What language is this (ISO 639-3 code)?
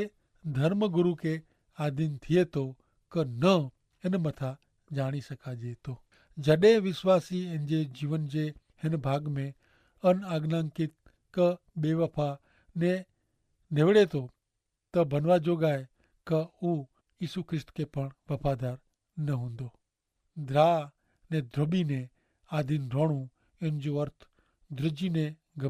kfr